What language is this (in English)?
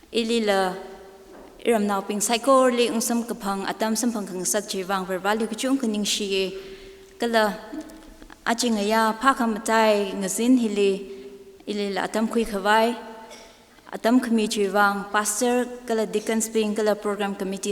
Tangkhul Naga (India)